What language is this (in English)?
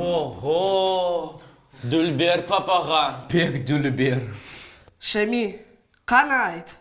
Crimean Tatar